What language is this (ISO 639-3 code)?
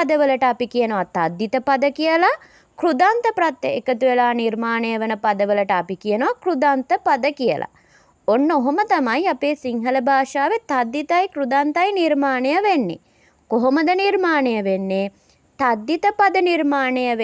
sin